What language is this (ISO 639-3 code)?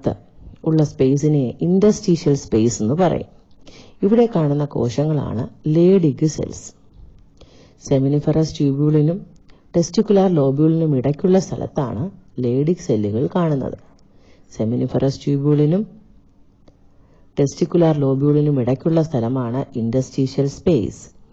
mal